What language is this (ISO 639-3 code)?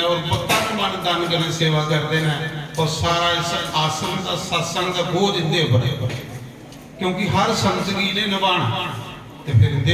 doi